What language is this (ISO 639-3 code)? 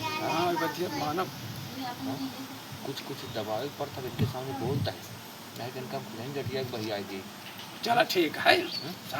awa